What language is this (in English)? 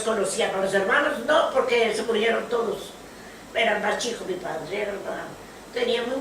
Ladino